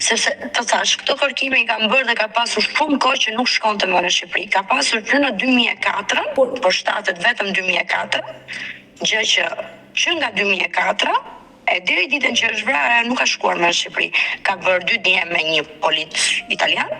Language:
Albanian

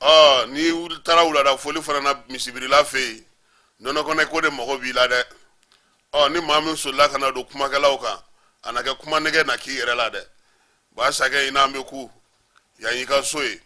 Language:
Bambara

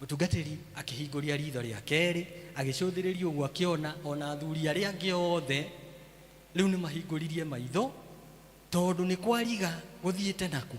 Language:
Kikuyu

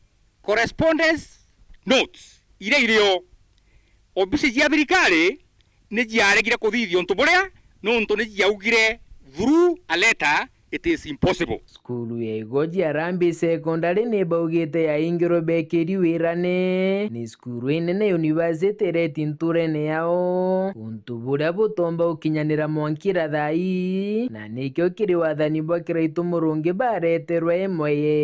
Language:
Meru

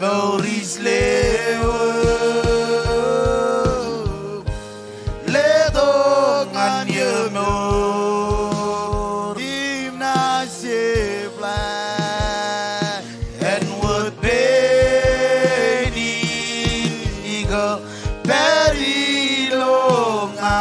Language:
Marshallese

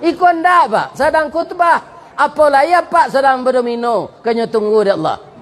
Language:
Minangkabau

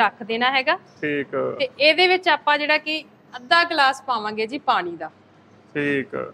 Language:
Punjabi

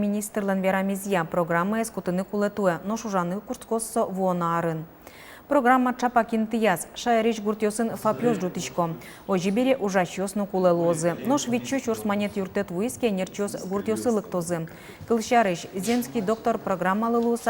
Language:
Udmurt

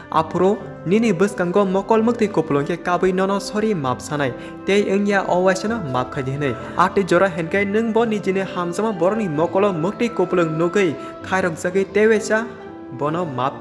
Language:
Kok Borok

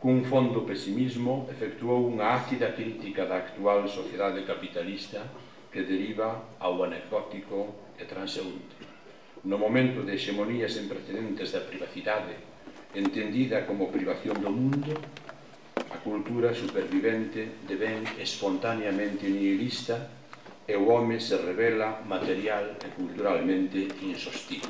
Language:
Galician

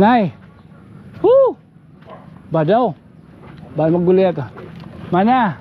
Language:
Waray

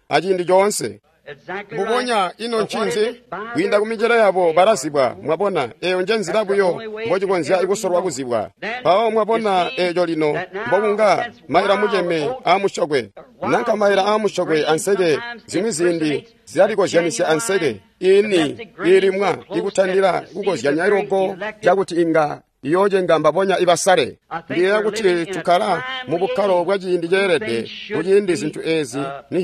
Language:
Tonga (Zambia)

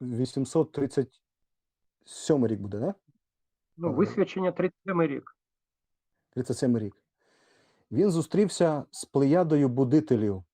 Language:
Rusyn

